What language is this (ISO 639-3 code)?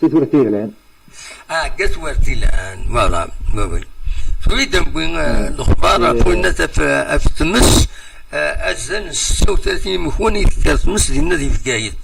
kab